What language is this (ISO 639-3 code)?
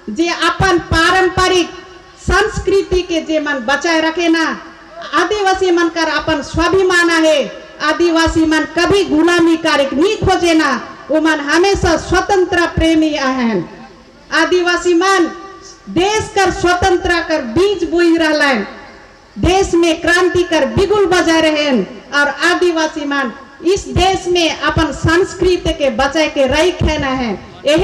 sck